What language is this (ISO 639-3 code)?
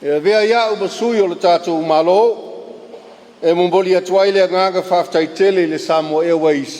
smo